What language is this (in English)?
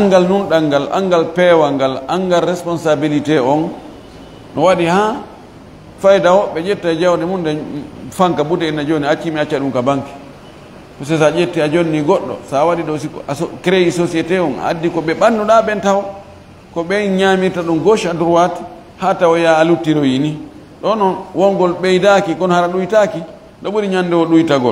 Fula